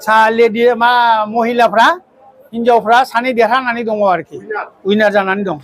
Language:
Bodo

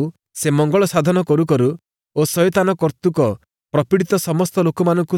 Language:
Odia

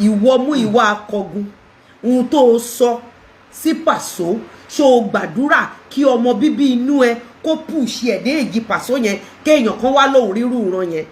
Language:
Yoruba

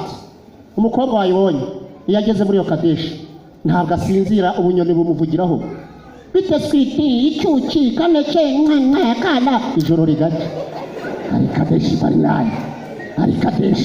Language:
Kinyarwanda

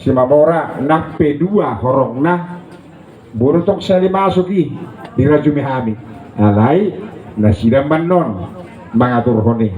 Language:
Batak Toba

